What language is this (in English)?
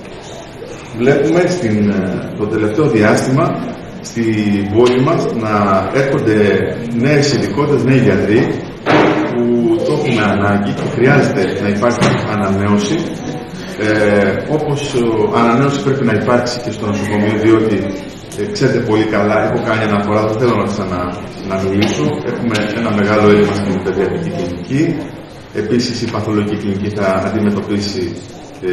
Greek